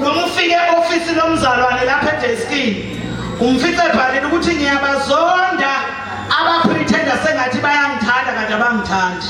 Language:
Zulu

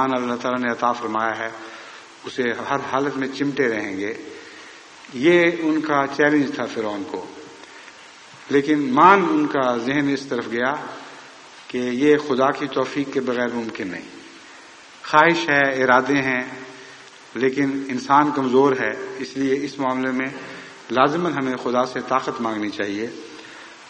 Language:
Urdu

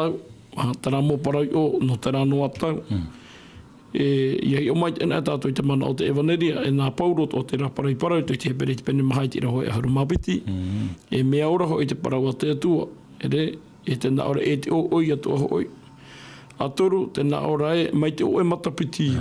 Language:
Tahitian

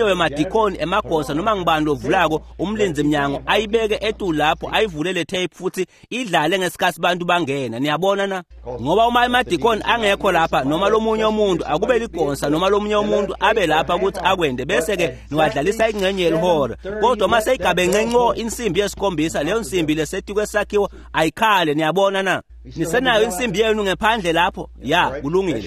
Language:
Swati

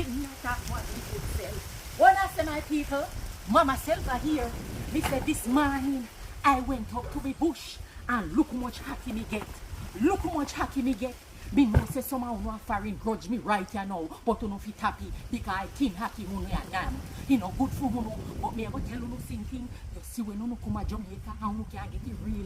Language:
Jamaican Creole English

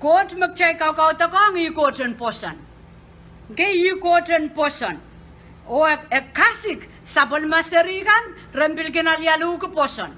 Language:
Pohnpeian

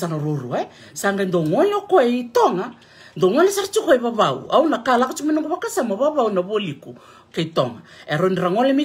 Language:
Fijian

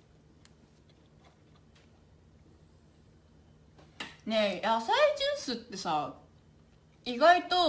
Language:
Japanese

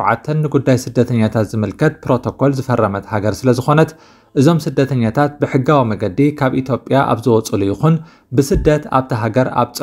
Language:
Tigrinya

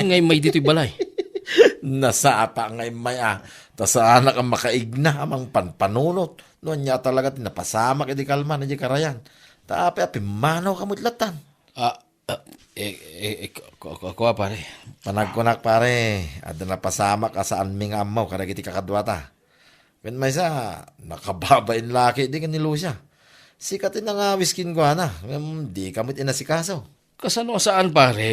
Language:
Iloko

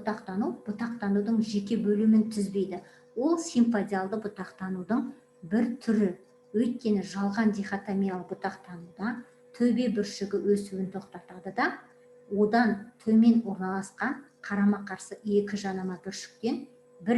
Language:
Kazakh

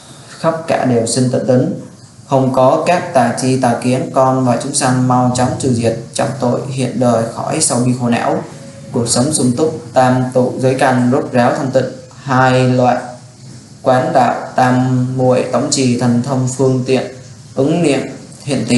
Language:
Vietnamese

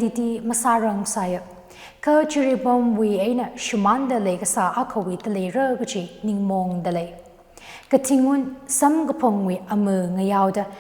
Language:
Tangkhul Naga (India)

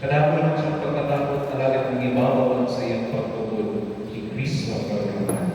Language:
Bikol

